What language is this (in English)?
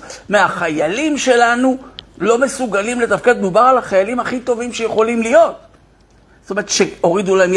Hebrew